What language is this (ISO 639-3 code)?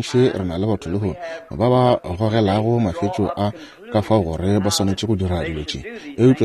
nso